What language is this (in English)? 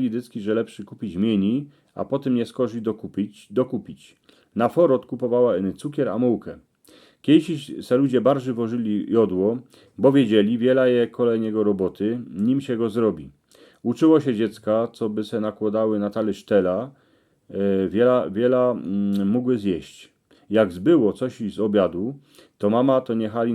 Silesian